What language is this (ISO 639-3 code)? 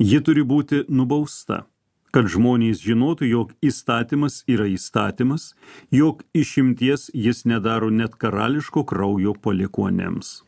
lit